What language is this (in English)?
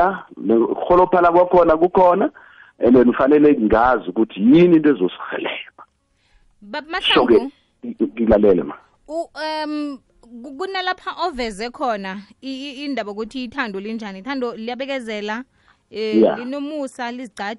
South Ndebele